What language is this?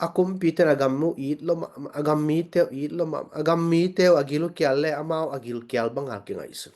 Tedim Chin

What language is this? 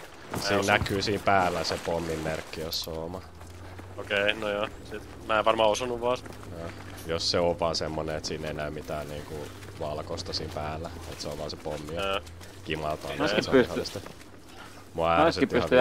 Finnish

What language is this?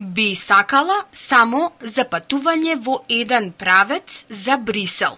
Macedonian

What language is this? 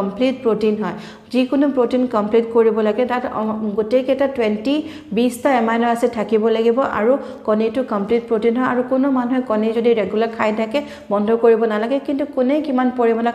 Assamese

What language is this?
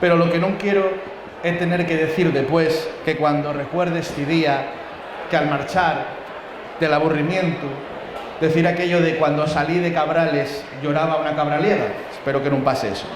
Asturian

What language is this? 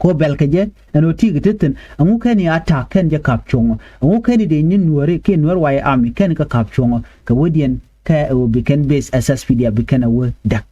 Nuer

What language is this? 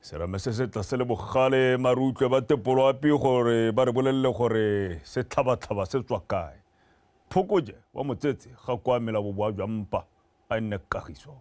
Tswana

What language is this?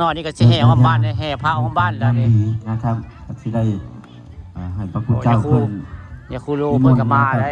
Northeastern Thai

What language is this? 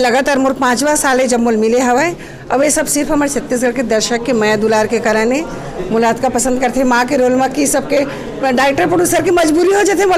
Chhattisgarhi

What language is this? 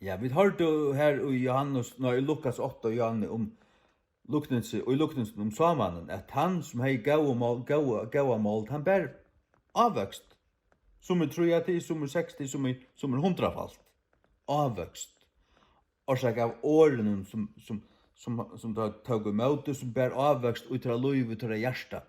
Faroese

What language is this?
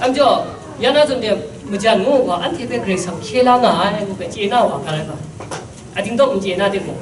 Kachin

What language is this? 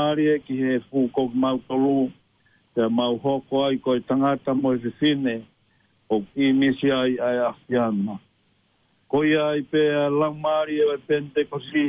Tongan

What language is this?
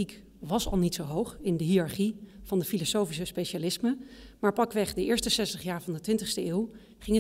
Dutch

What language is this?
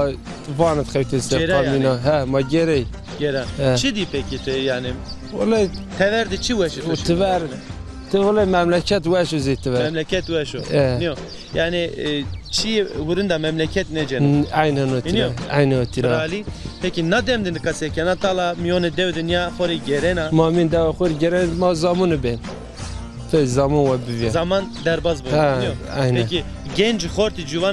Zaza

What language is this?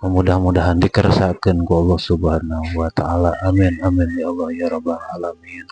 Sundanese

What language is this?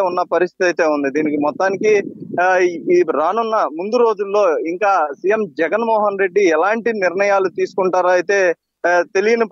Telugu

